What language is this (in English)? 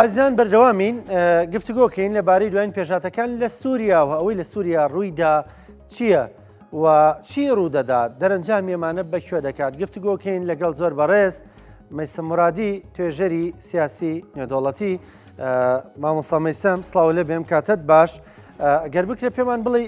Central Kurdish